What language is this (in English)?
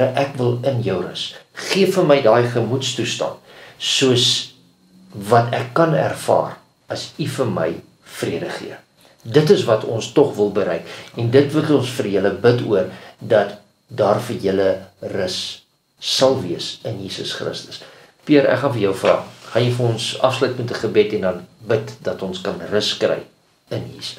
Afrikaans